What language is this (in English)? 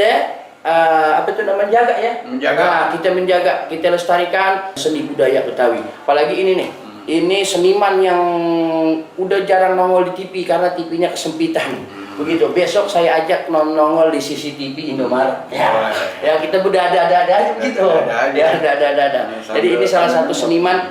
Betawi